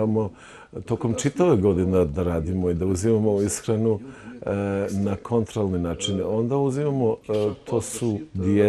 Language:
Serbian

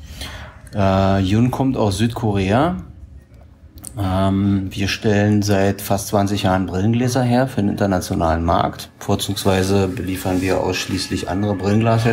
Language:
German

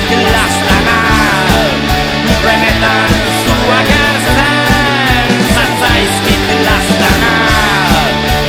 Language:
Basque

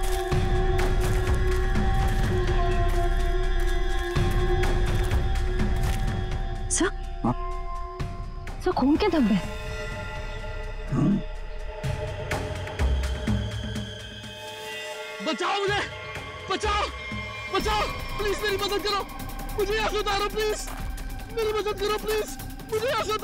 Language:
Hindi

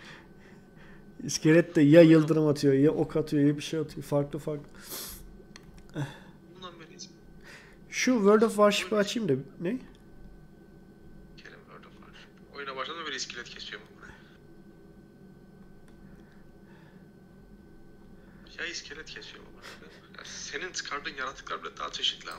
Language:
Turkish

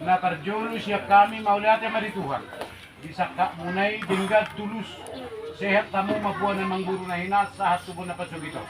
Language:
Batak Toba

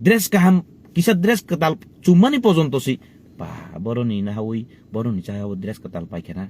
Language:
Kok Borok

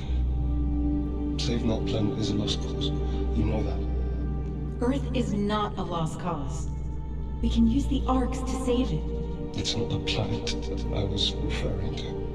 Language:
English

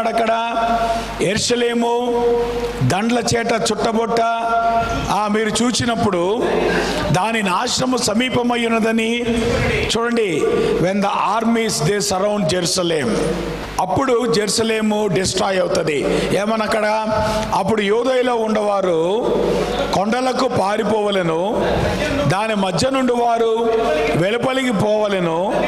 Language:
Telugu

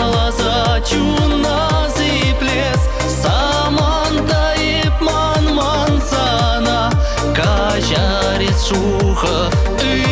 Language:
Chuvash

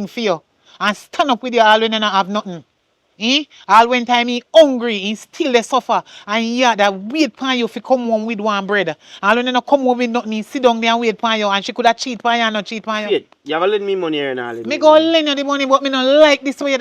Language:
Jamaican Creole English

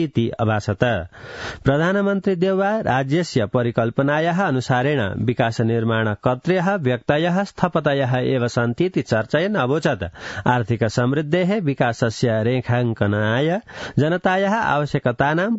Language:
Sanskrit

